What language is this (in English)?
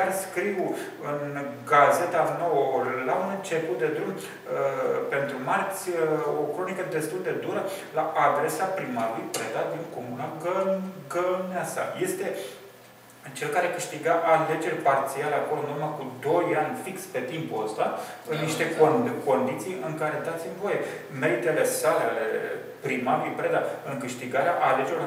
Romanian